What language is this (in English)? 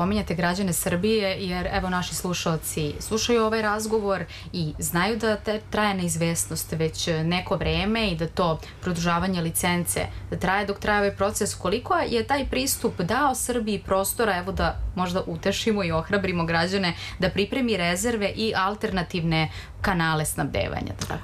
Serbian